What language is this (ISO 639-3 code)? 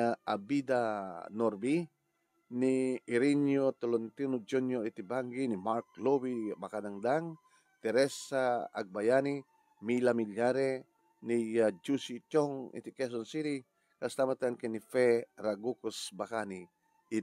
ilo